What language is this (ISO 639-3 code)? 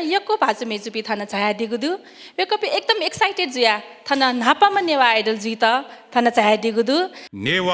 new